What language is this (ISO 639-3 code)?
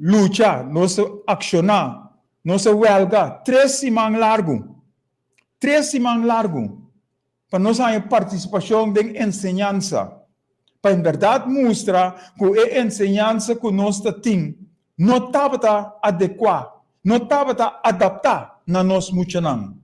pap